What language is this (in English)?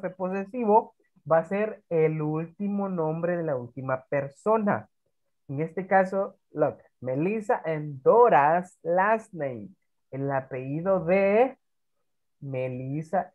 Spanish